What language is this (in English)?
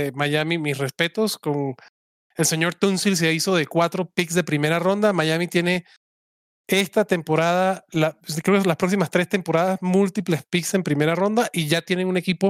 Spanish